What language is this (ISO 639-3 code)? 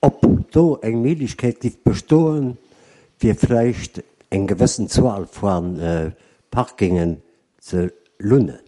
ltz